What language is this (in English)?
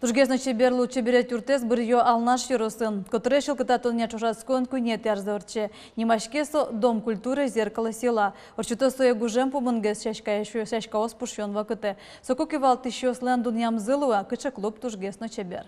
Udmurt